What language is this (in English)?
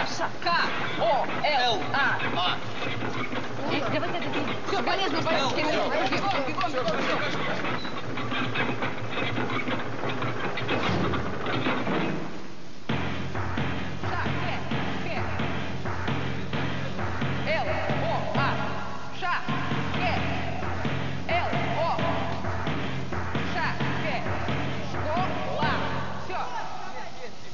Russian